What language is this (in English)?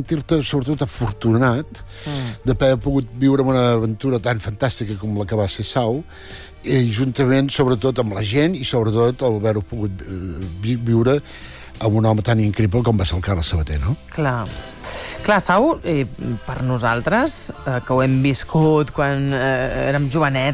Catalan